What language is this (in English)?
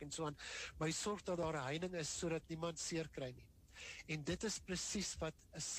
Afrikaans